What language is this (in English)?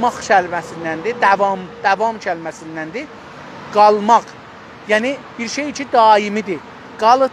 South Azerbaijani